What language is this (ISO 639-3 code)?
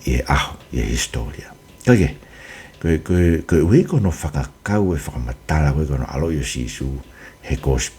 ton